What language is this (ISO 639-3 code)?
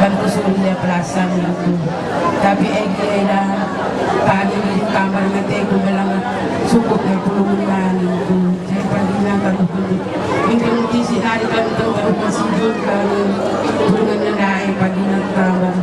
btx